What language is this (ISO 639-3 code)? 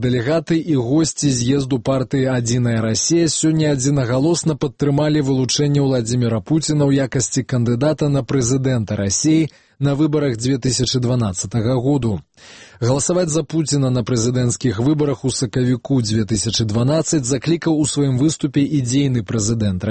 bel